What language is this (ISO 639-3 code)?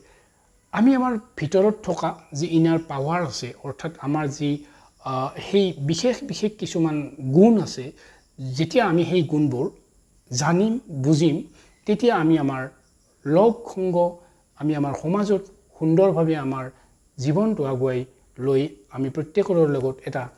asm